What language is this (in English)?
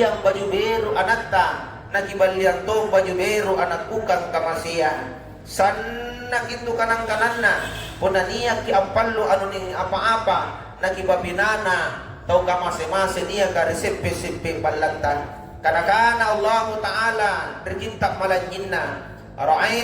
Makasar